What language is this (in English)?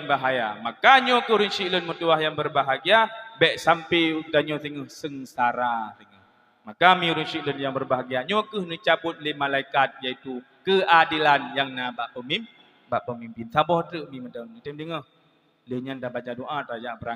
Achinese